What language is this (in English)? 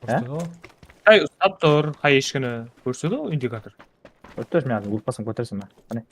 Kara-Kalpak